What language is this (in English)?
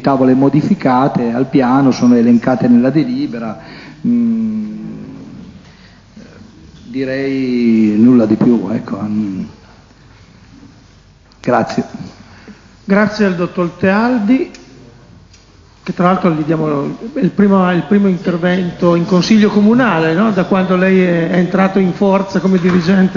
Italian